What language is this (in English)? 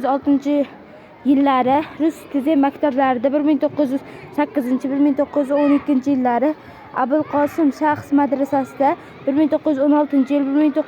Uzbek